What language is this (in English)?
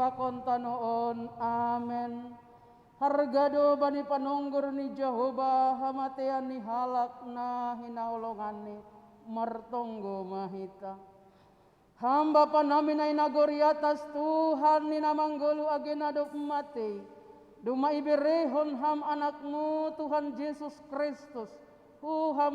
Batak Simalungun